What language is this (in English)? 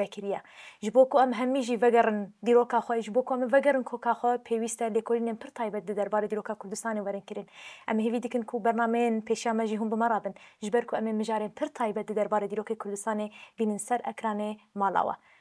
Kurdish